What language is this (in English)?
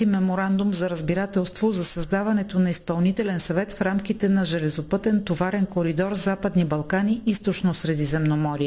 Bulgarian